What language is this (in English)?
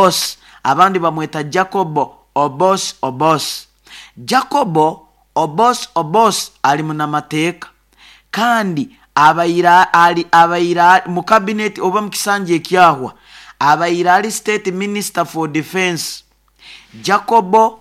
Nyoro